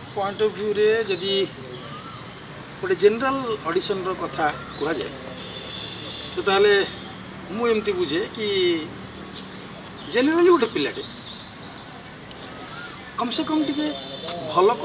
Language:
Odia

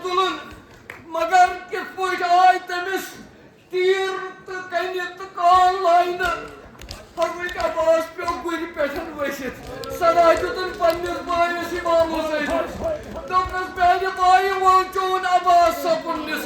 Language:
Kashmiri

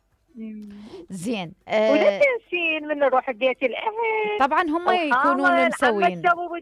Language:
Mesopotamian Arabic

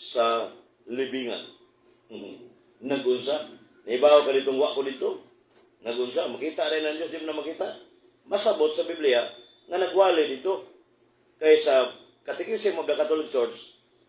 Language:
Cebuano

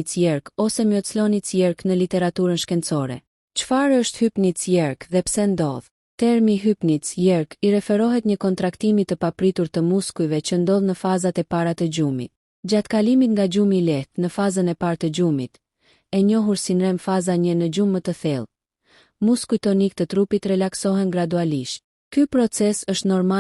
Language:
Albanian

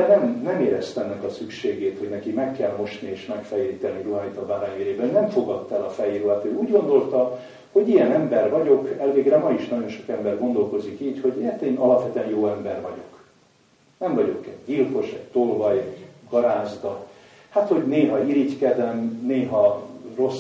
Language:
Hungarian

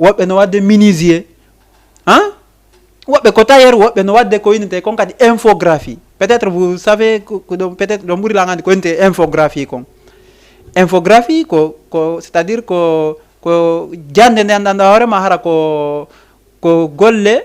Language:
Fula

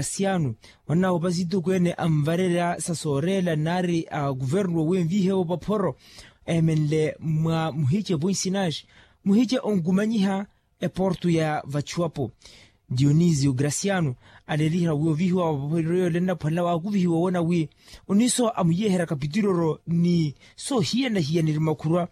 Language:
Makhuwa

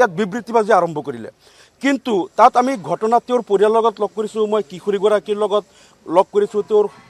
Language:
Assamese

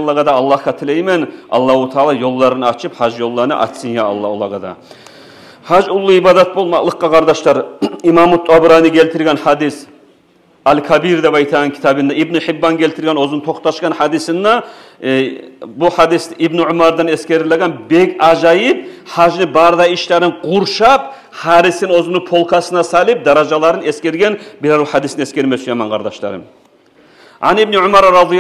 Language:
Kumyk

